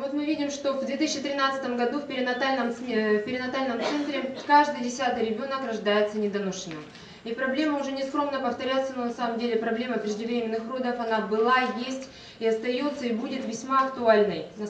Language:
Russian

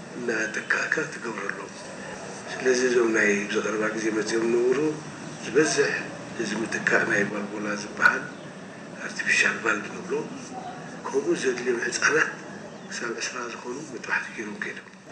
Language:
Tigrinya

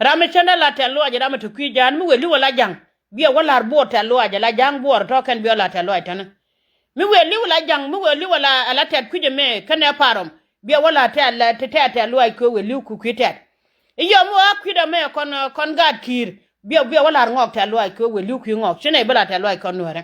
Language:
Nuer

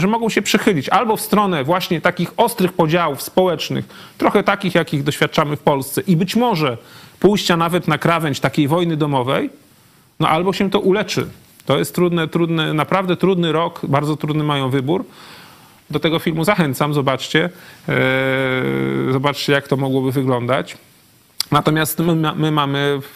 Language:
Polish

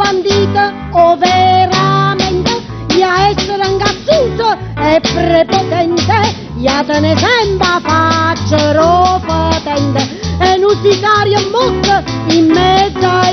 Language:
Neapolitan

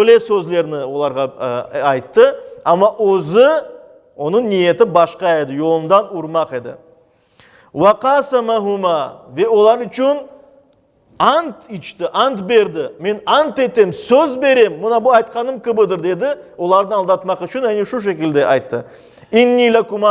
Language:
Crimean Tatar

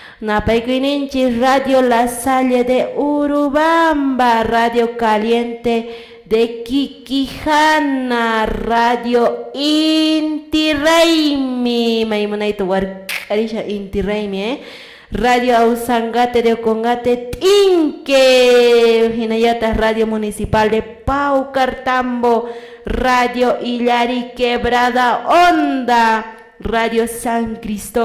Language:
Quechua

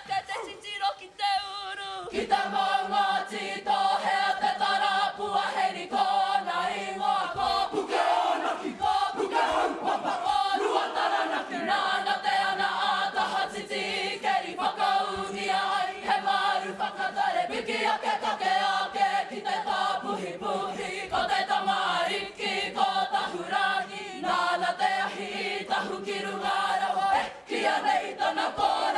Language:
Māori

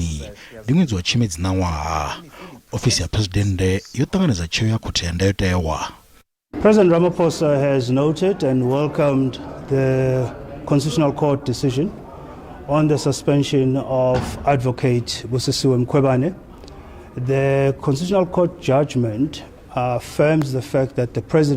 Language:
Venda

